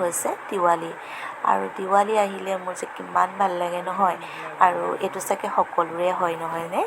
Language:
Assamese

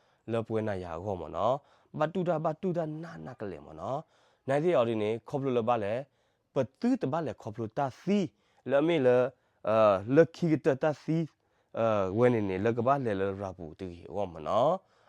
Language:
S'gaw Karen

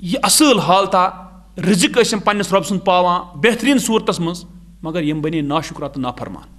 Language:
Kashmiri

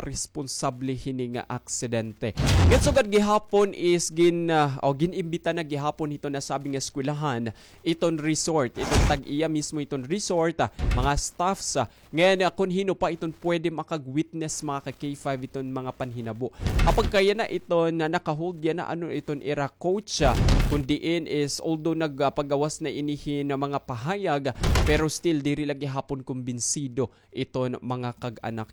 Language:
Waray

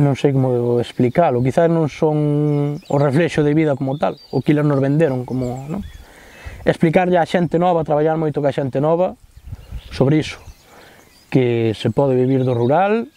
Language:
Galician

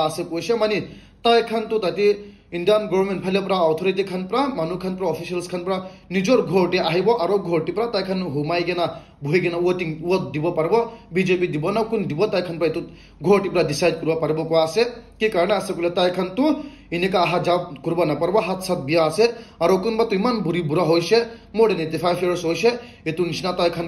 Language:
Naga Pidgin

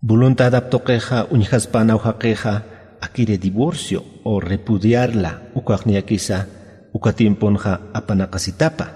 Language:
Aymara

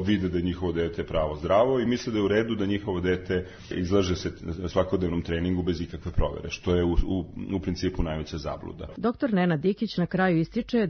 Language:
Serbian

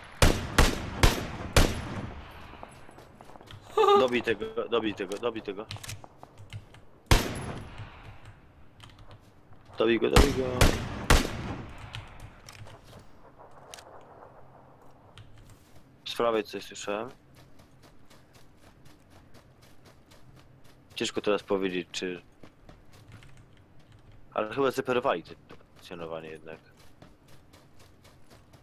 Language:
Polish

